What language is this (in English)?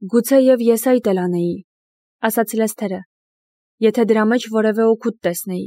Armenian